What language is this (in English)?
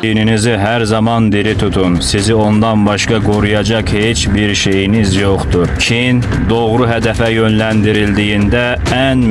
Azerbaijani